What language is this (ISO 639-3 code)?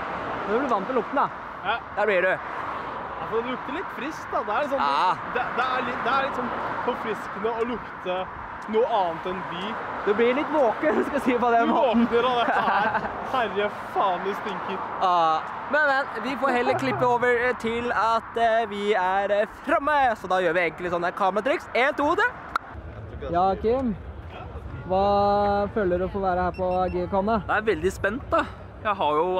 nor